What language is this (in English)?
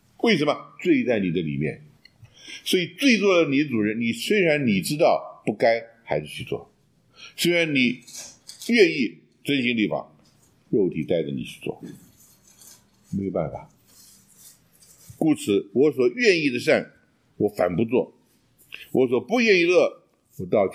Chinese